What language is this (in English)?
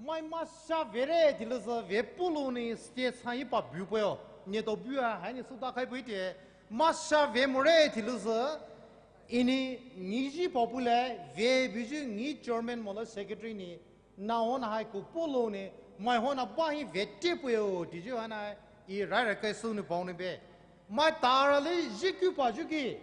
Poumei Naga